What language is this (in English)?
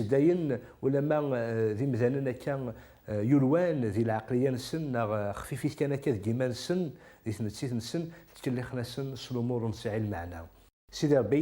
Kabyle